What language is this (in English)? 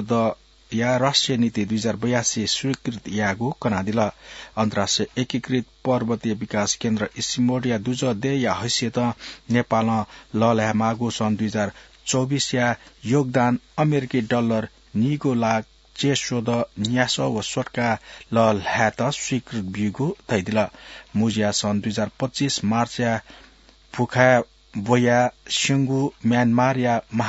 Newari